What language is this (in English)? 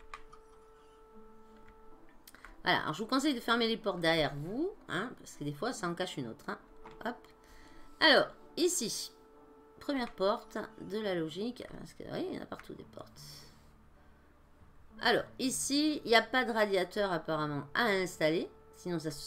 French